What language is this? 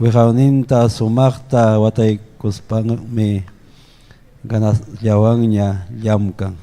Ayacucho Quechua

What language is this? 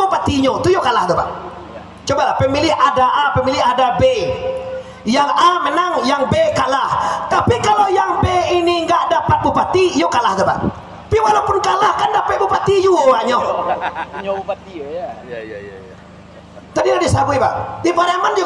Minangkabau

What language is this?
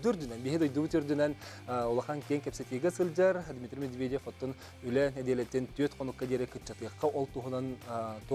Yakut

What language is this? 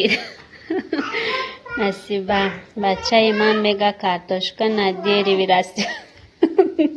Tajik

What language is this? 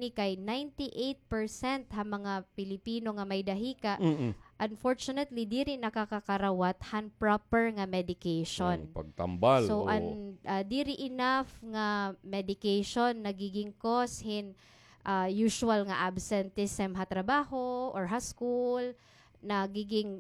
Waray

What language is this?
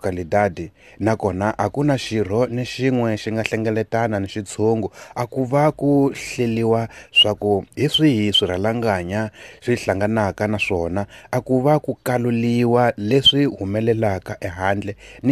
Tsonga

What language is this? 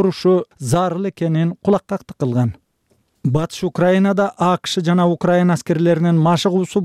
Kyrgyz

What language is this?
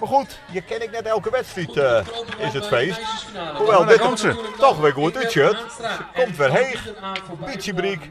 Western Frisian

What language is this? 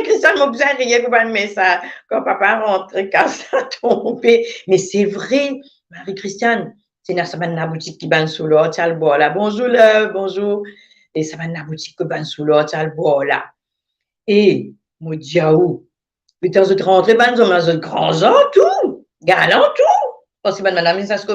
Morisyen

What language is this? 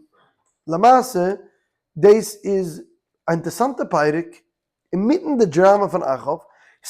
Yiddish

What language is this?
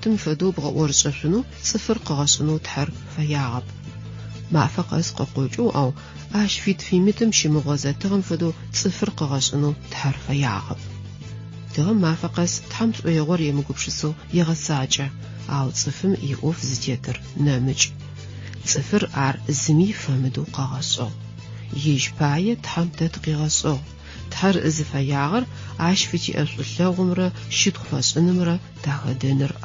Adyghe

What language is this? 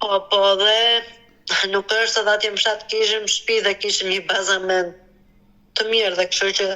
Albanian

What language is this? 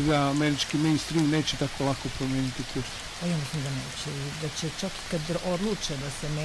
Serbian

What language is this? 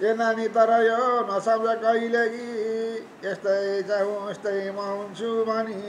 Nepali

